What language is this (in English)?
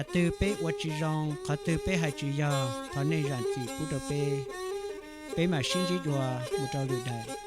Hmong